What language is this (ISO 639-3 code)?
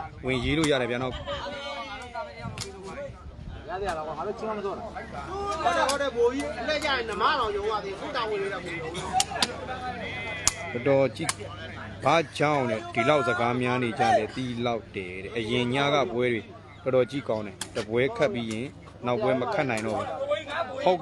mya